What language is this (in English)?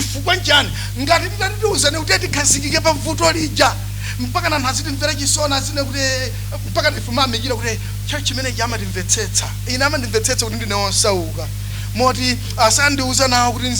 Nyanja